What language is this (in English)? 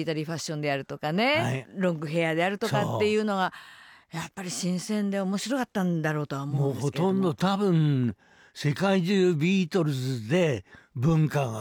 Japanese